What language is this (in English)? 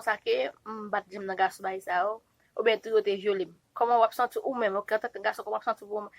Haitian Creole